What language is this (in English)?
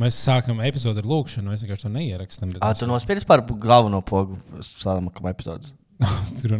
Latvian